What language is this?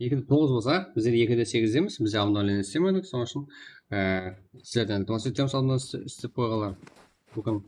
Kara-Kalpak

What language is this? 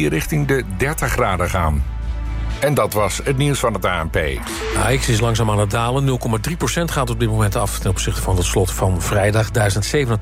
Dutch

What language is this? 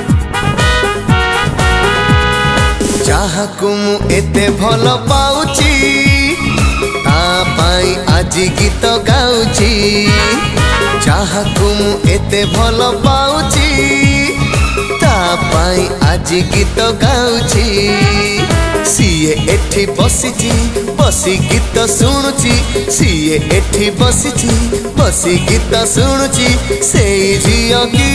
Odia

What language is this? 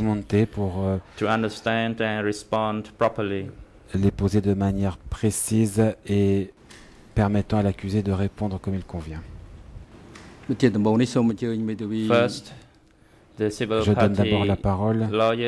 French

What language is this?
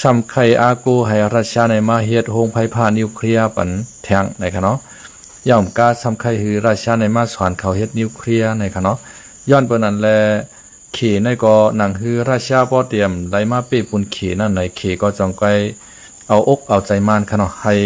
Shan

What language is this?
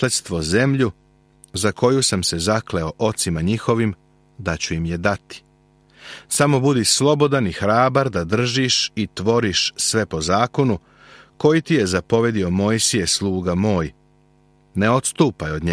Serbian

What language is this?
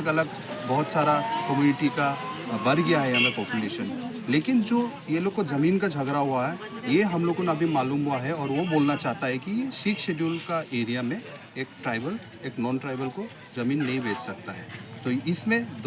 Karbi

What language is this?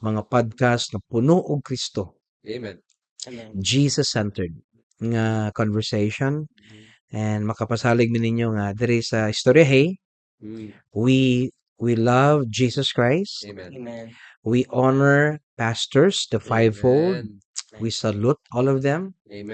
Cebuano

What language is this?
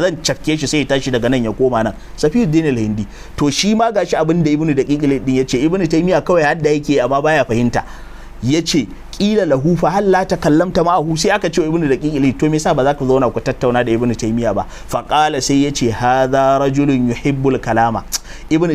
Hausa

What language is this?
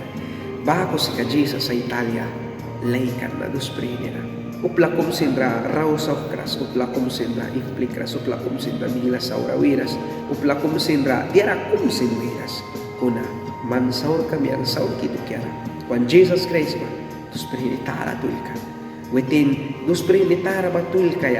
Mískito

